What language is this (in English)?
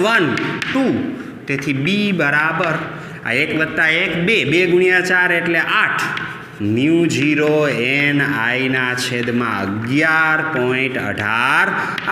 Gujarati